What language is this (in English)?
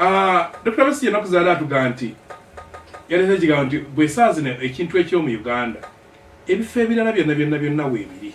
Ganda